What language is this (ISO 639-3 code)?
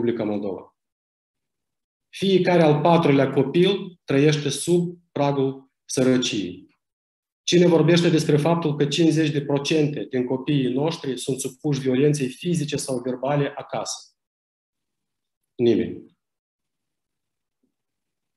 ron